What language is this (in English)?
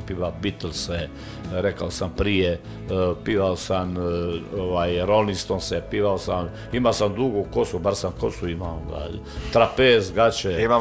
Croatian